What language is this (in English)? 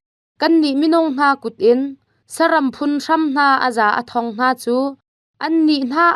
Hakha Chin